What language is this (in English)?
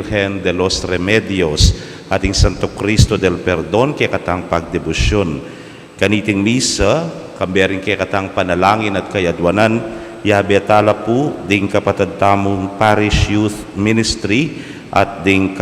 Pampanga